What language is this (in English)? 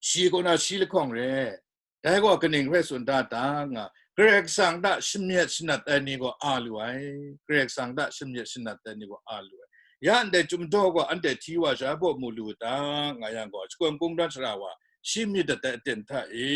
Kachin